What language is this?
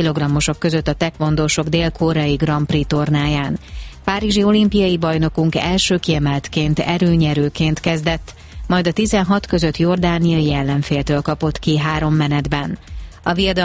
Hungarian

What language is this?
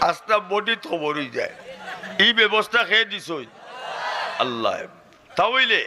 Sylheti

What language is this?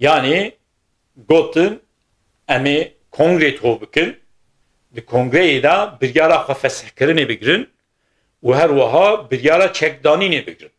Kurdish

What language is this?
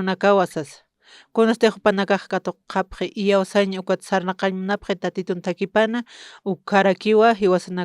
Aymara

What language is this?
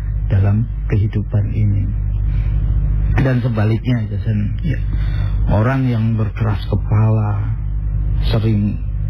Indonesian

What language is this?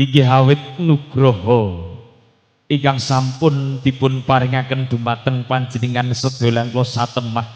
Javanese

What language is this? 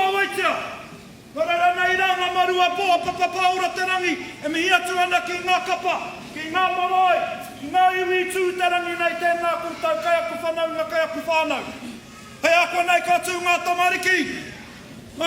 Māori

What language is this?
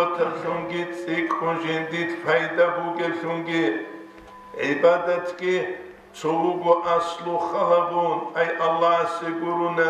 Avaric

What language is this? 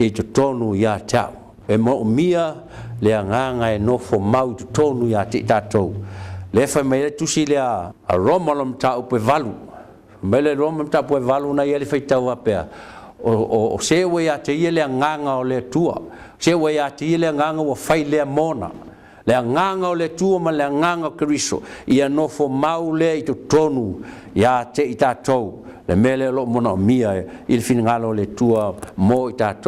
Samoan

